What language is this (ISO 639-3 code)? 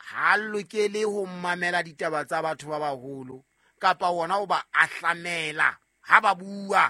sot